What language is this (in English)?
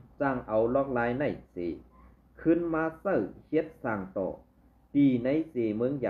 Shan